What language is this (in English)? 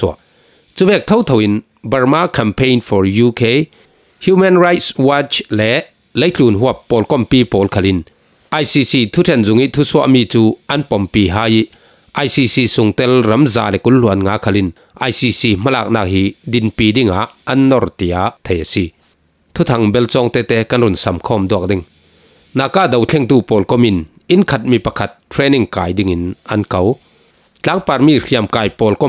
Falam Chin